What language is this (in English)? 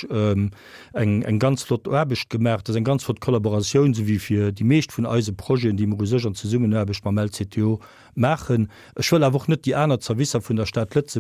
Luxembourgish